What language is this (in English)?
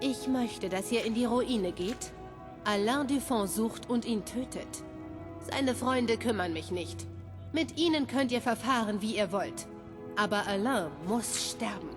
Bavarian